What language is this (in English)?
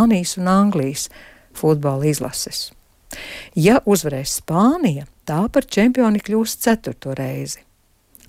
Latvian